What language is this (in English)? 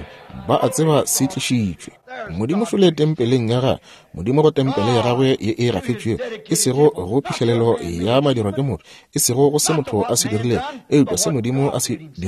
Northern Sotho